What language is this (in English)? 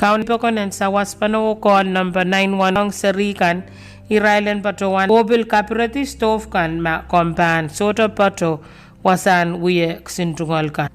Pohnpeian